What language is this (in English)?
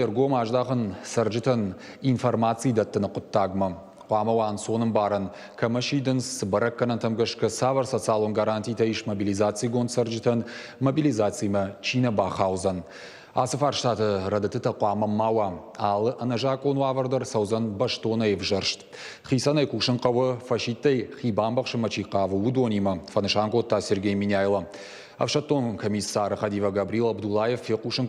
Ossetic